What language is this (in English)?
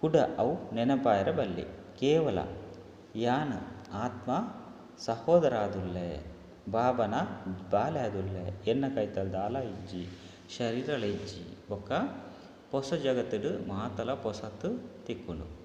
Tulu